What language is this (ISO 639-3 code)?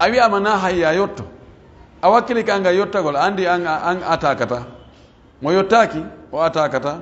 fuf